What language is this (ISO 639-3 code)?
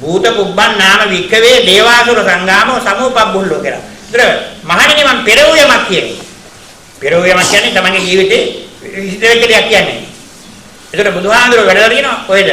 sin